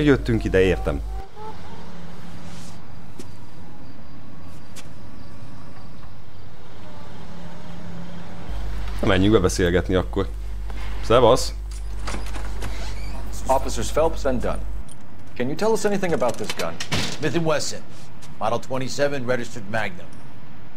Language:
Hungarian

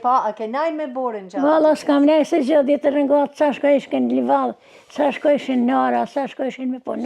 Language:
Albanian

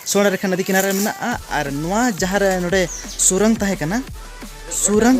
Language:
Santali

